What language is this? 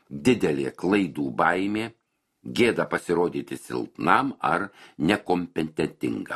Lithuanian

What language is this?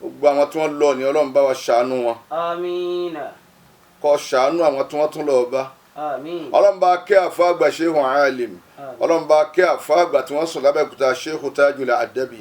Yoruba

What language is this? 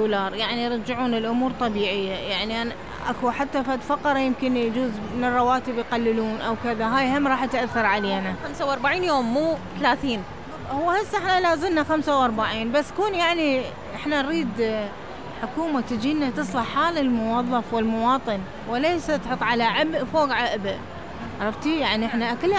Mesopotamian Arabic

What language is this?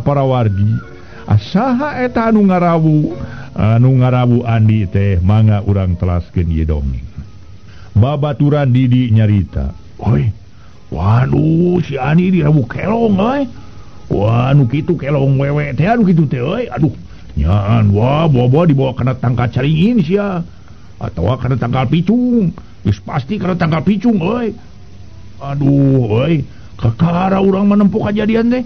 Sundanese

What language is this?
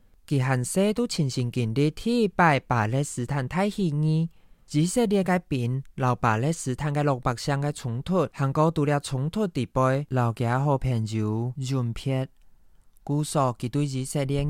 Hakka Chinese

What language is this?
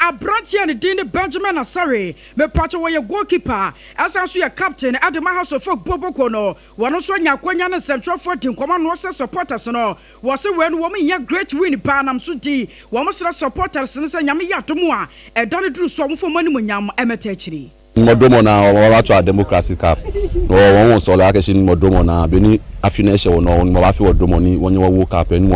Akan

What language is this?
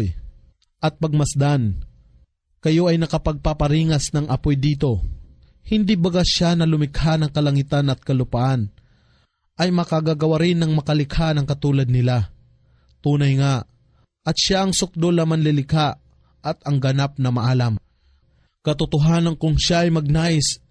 Filipino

